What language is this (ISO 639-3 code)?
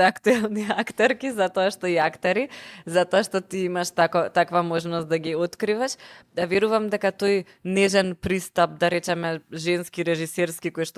mkd